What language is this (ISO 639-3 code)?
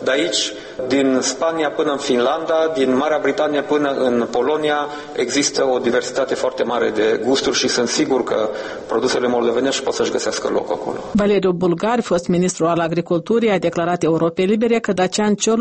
ron